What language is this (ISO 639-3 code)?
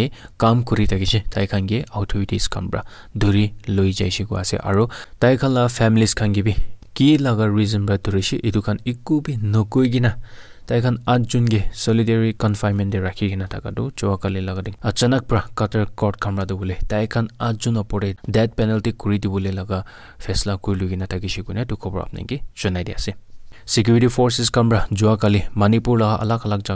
nag